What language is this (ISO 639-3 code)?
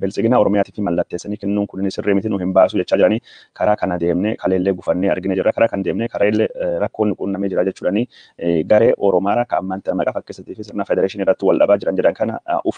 orm